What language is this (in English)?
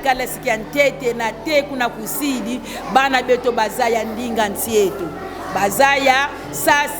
Kongo